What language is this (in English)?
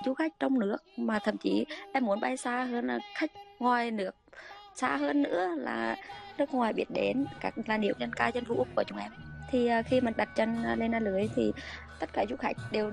Vietnamese